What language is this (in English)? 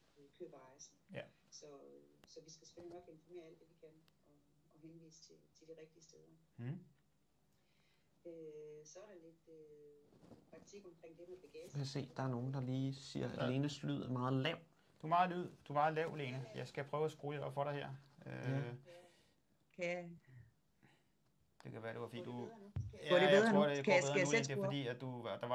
Danish